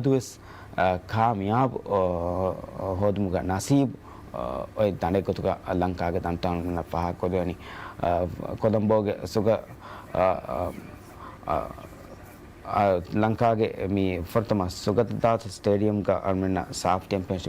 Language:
Divehi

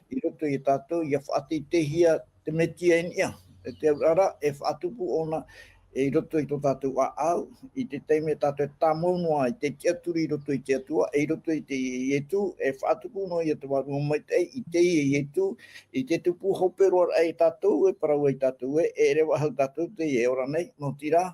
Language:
Tahitian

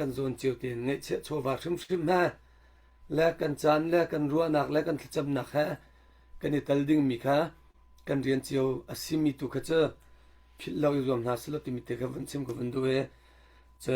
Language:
Hakha Chin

